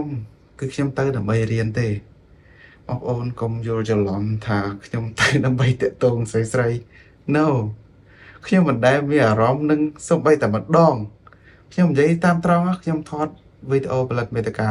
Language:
Khmer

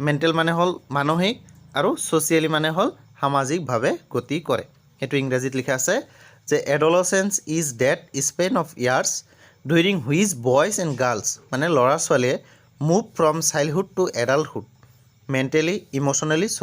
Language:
Assamese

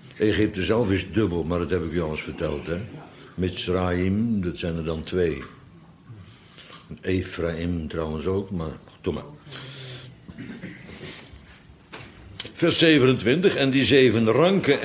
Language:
Dutch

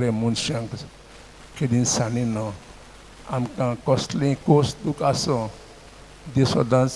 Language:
Konkani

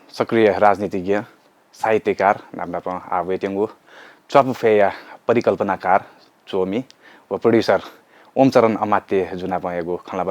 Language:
Newari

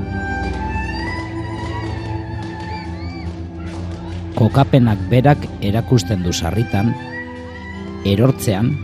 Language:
Basque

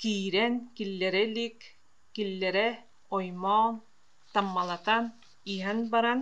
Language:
Yakut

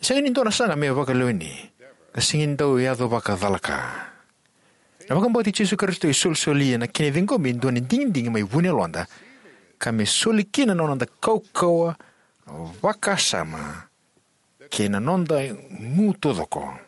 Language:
Fijian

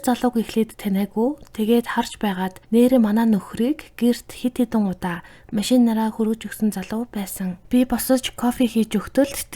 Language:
Mongolian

